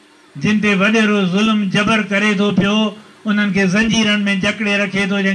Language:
Sindhi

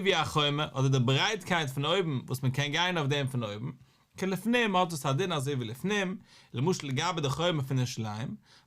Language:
Yiddish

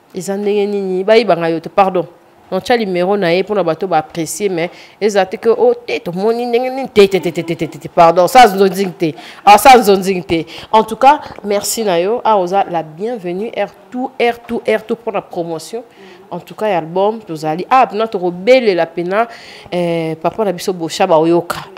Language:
Lingala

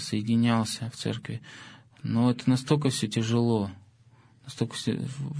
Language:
Russian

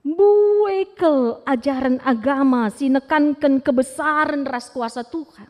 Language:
Batak Karo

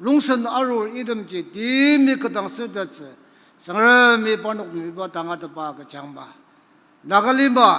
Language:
Ao Naga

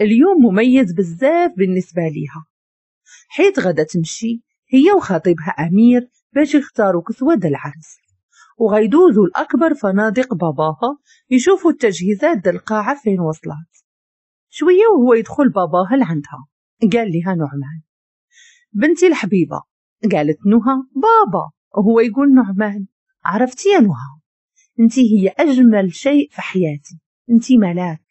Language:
Moroccan Arabic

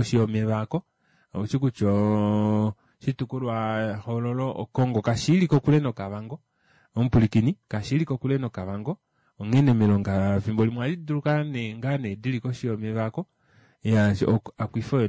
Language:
Kuanyama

